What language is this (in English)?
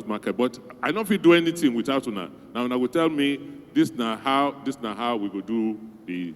Nigerian Pidgin